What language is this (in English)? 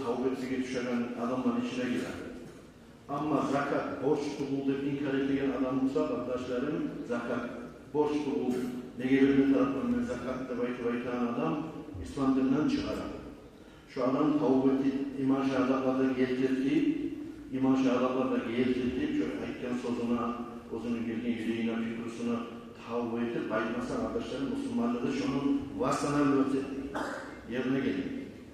Kumyk